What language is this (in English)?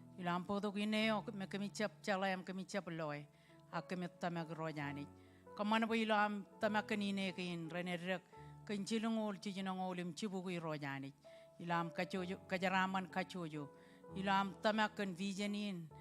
Marshallese